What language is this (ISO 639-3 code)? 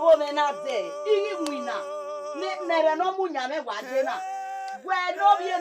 bin